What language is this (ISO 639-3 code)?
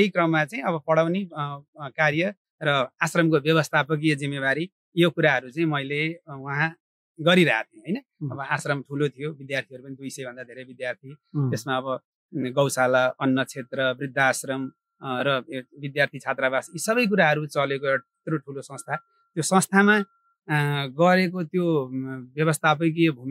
nep